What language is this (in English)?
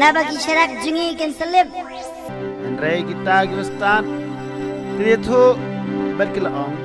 Khasi